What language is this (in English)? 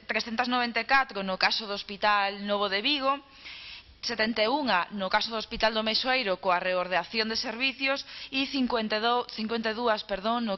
Galician